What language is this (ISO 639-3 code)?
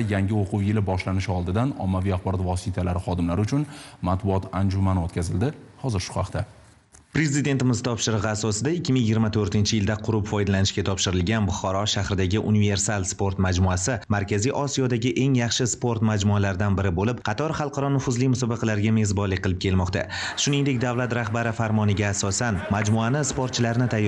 uzb